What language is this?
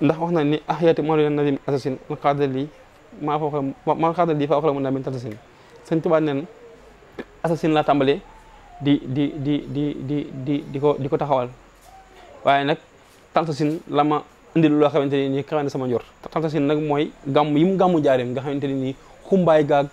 Wolof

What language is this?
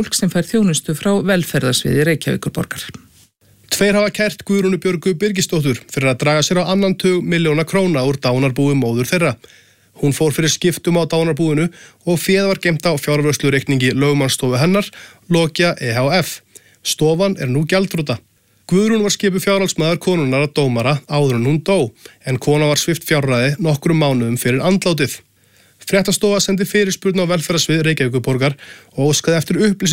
Icelandic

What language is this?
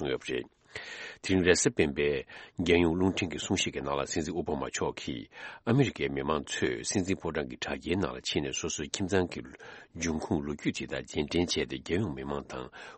Tibetan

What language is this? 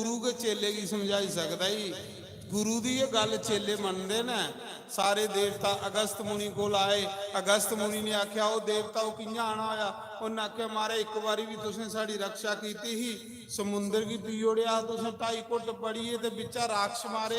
Dogri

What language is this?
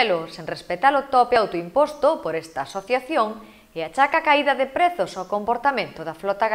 Galician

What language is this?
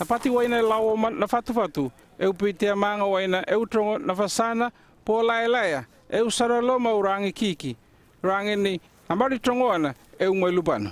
North Efate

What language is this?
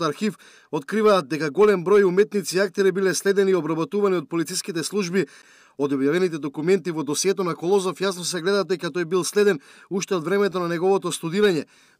Macedonian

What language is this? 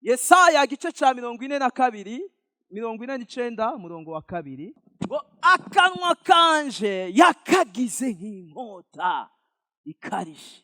Rundi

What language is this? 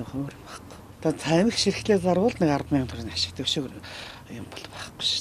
Mongolian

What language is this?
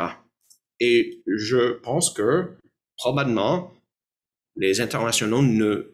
French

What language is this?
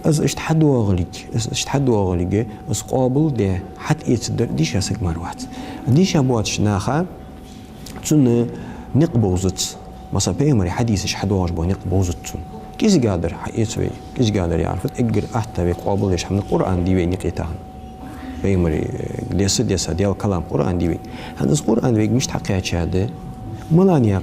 Ingush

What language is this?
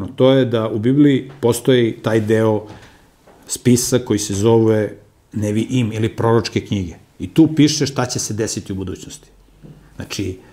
Serbian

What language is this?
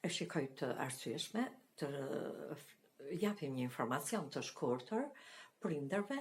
Albanian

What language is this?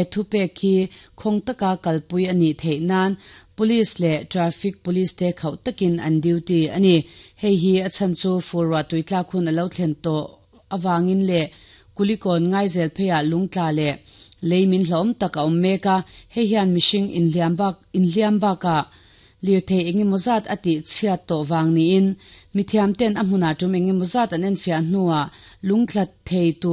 Mizo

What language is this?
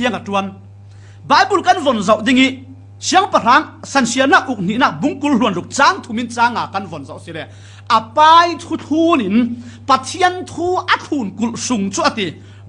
Falam Chin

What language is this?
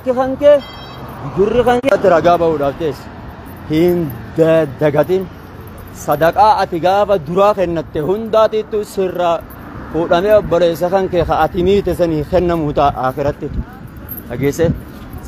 Oromo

